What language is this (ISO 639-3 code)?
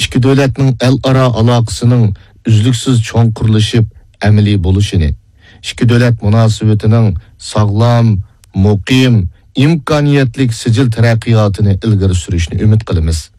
uig